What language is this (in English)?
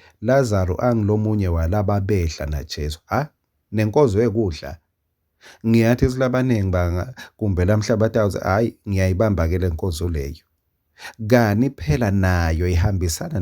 Swati